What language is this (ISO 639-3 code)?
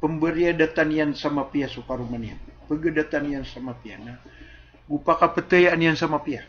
mrw